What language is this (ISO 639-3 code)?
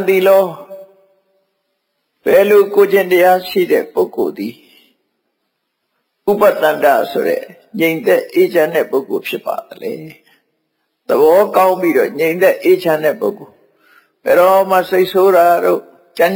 mya